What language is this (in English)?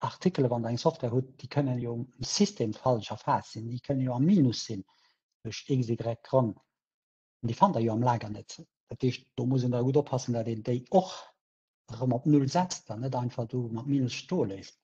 Luxembourgish